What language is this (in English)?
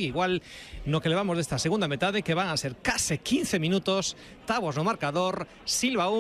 Galician